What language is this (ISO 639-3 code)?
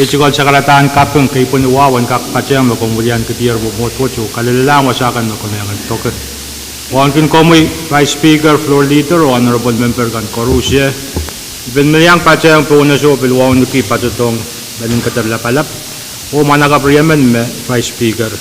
pon